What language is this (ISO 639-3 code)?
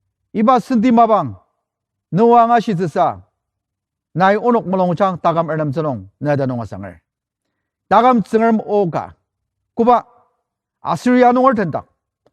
njo